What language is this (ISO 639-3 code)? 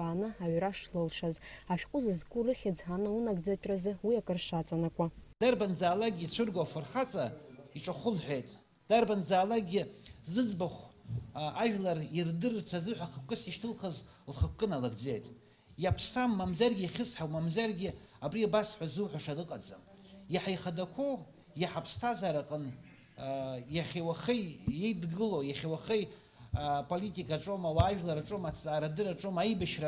abk